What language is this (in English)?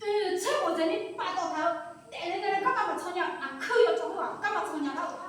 Akha